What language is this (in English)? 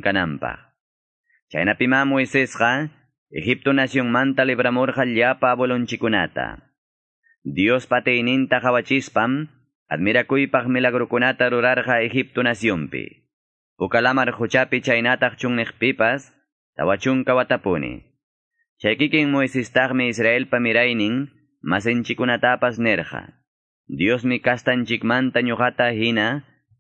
Quechua